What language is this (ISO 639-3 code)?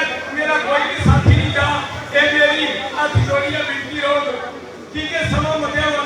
doi